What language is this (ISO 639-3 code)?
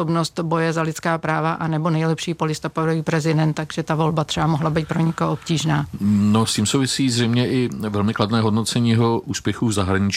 ces